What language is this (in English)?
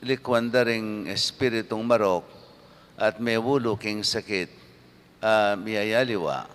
Pampanga